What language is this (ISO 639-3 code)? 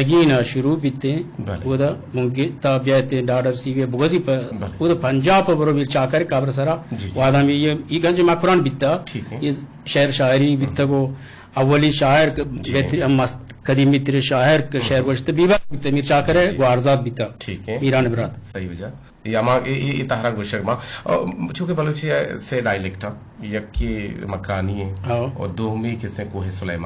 bgp